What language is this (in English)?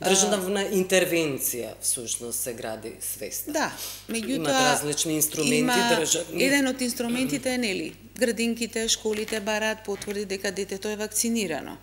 Macedonian